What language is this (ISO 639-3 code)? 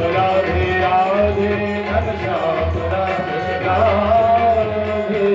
mai